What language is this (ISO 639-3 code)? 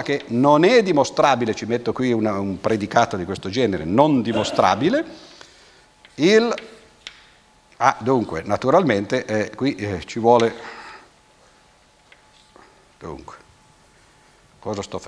ita